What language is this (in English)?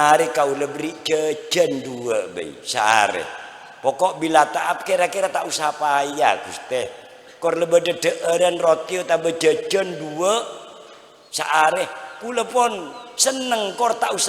Madurese